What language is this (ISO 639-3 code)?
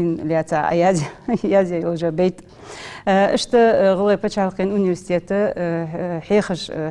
inh